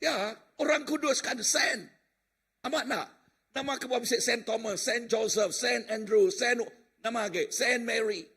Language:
Iban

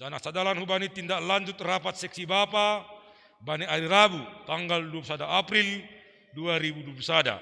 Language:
Batak Simalungun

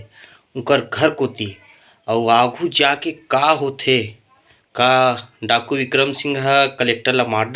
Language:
Chhattisgarhi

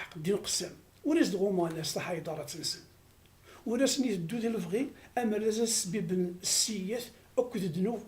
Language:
Kabyle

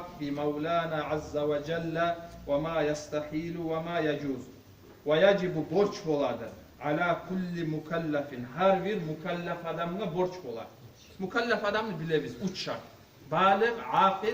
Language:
Kumyk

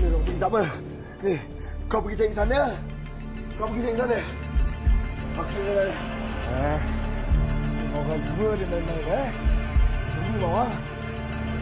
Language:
Malay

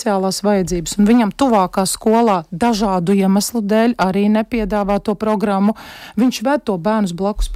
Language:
Latvian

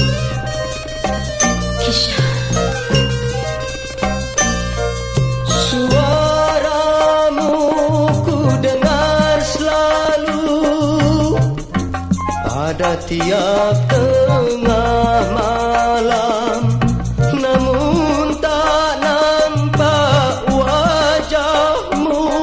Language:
Malay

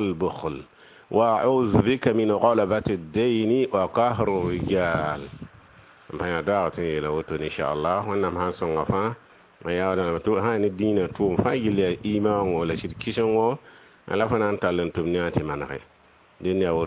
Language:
Mossi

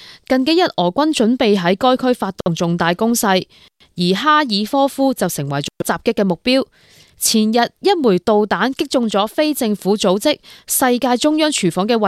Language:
Cantonese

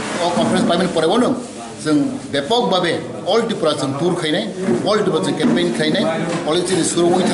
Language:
Kok Borok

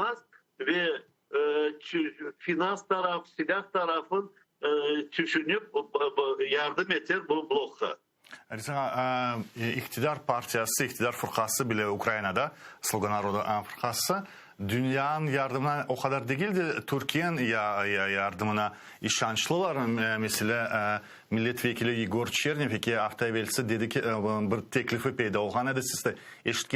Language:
Crimean Tatar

